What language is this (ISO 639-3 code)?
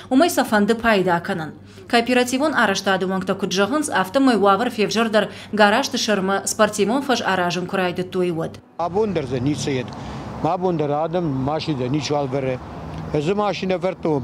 oss